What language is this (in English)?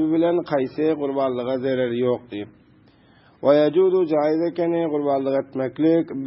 Turkmen